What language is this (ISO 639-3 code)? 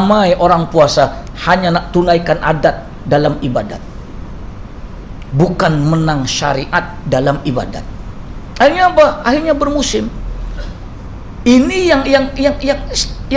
msa